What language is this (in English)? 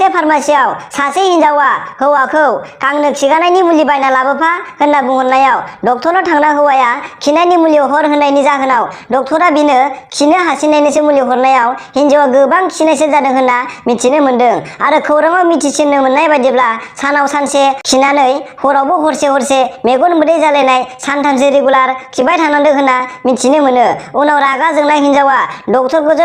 Bodo